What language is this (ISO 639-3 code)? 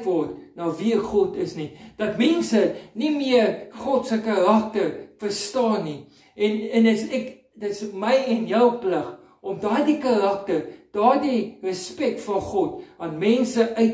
afr